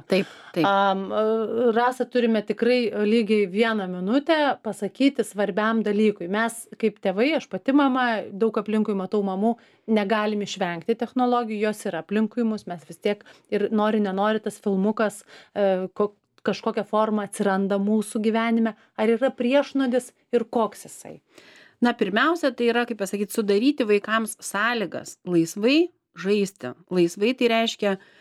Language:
Lithuanian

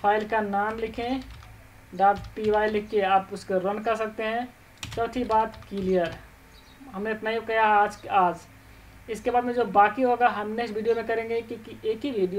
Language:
Hindi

